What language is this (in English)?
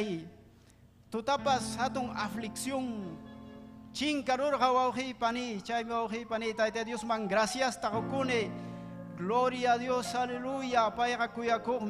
Ayacucho Quechua